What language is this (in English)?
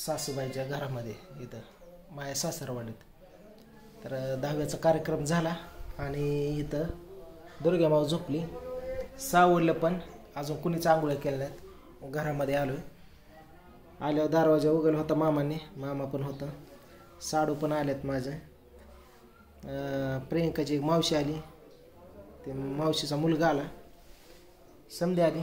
Marathi